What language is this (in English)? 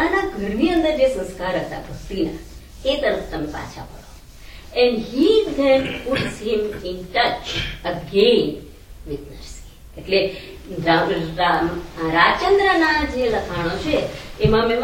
Gujarati